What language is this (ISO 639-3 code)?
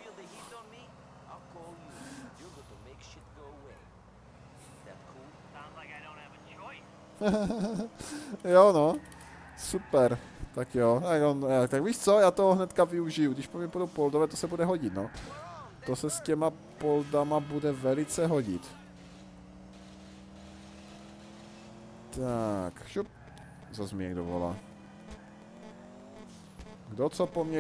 ces